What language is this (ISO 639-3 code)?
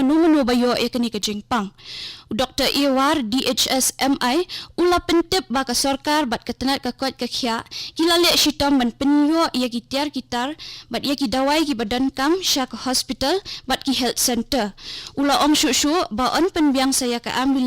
kha